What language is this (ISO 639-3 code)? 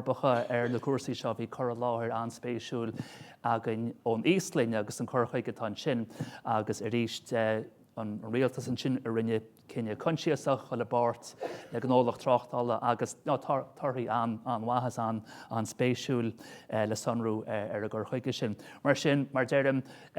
gle